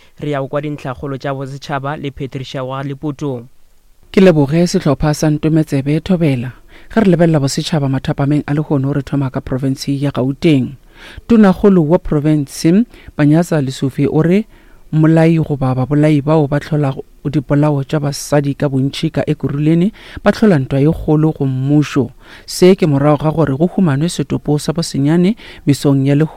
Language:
Northern Sotho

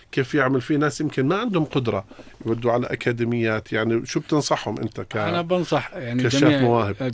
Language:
North Levantine Arabic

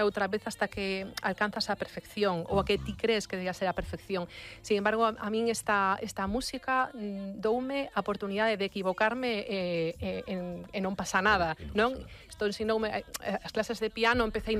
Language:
Galician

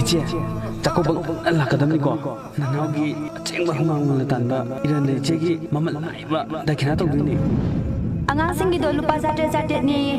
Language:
Manipuri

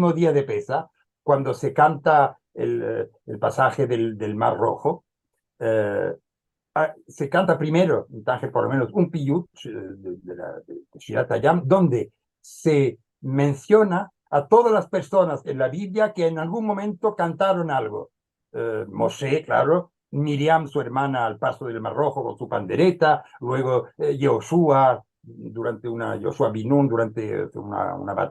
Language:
Ladino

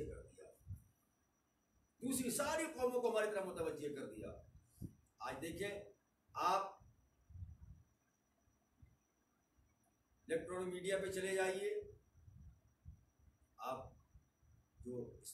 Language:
Urdu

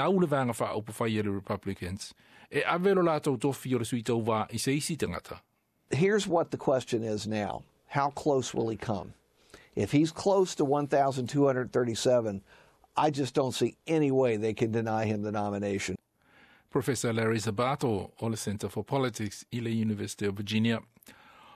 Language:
Samoan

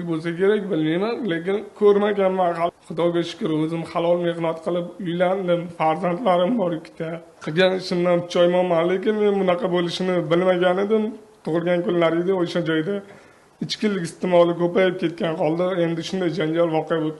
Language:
Uzbek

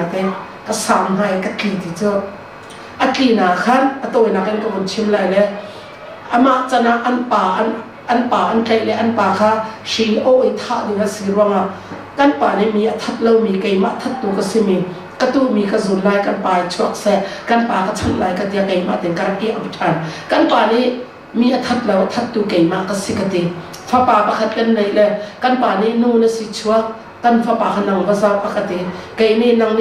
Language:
Hakha Chin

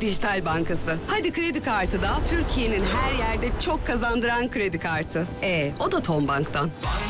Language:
Turkish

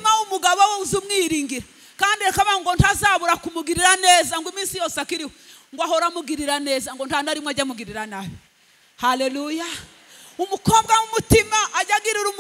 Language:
Kinyarwanda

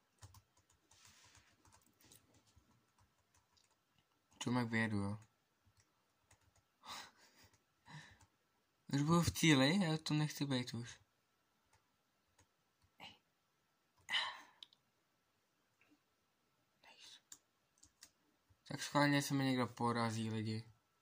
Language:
Czech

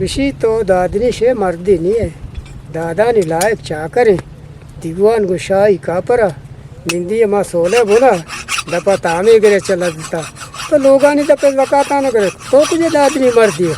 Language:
Eastern Balochi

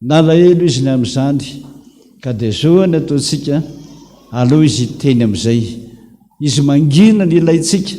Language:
Malagasy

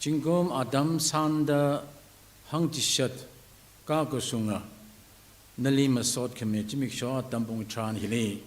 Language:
Tangkhul Naga (India)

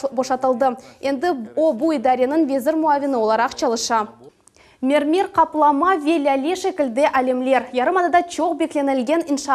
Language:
Crimean Tatar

